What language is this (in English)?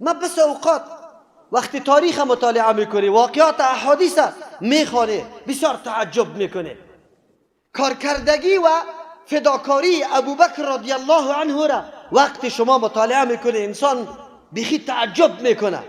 Persian